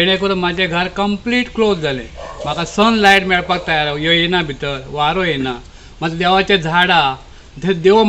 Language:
Konkani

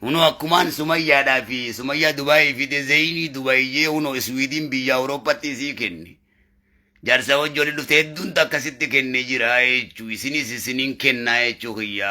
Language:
Oromo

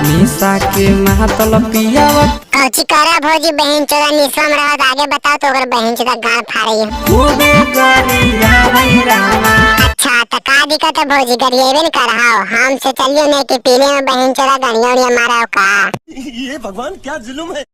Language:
Magahi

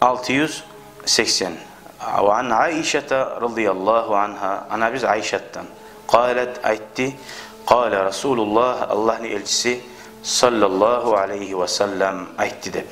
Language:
Kumyk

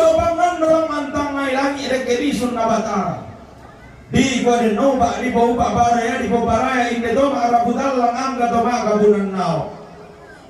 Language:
Toraja-Sa'dan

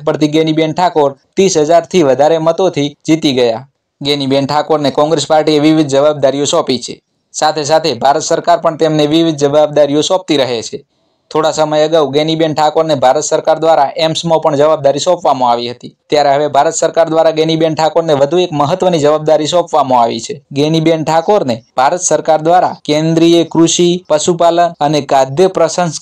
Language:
Gujarati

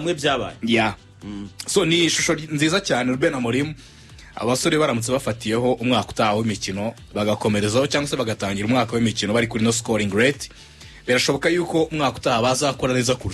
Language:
Kinyarwanda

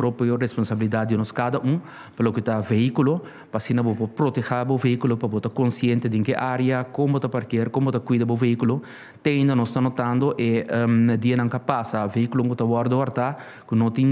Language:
Papiamento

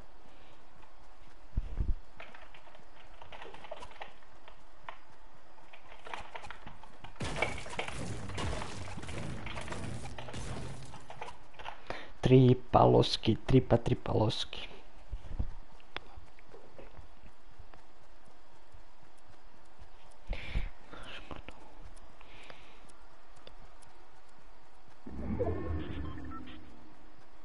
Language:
Croatian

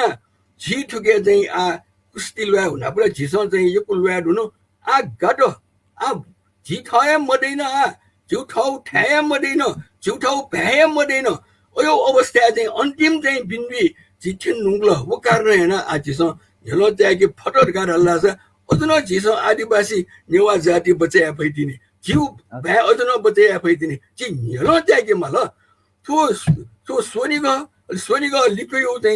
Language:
Newari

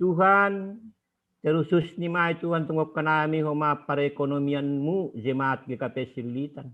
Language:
Batak Simalungun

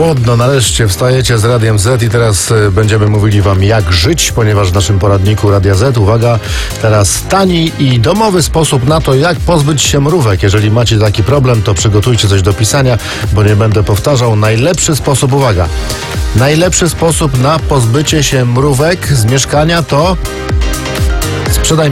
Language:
Polish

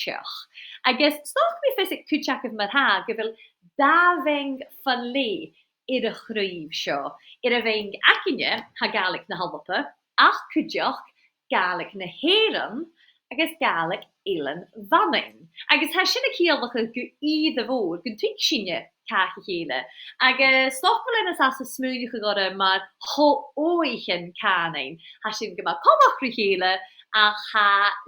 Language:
Scottish Gaelic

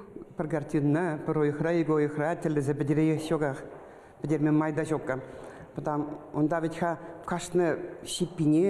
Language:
Chuvash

